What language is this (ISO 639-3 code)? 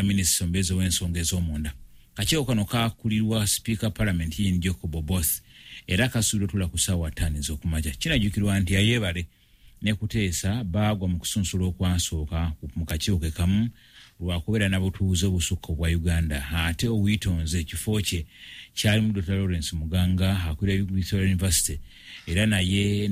lug